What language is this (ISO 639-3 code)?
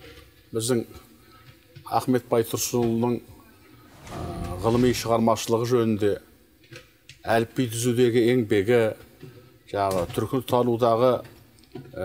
kaz